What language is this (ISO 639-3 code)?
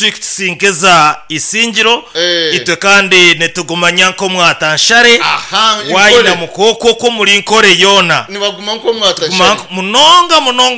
nyn